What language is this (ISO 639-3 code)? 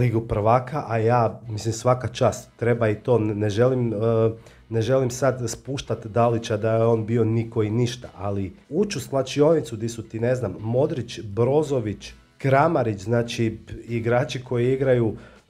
hrv